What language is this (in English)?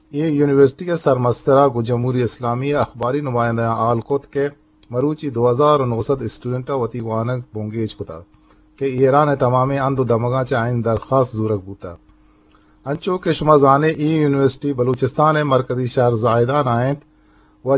Eastern Balochi